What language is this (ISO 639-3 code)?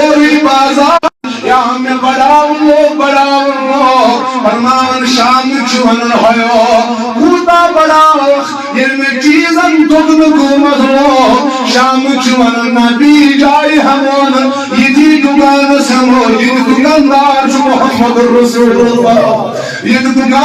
kas